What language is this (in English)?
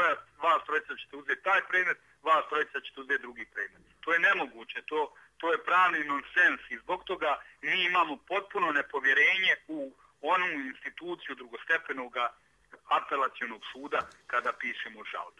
Bosnian